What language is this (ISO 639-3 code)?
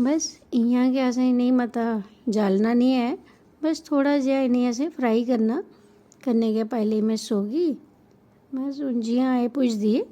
doi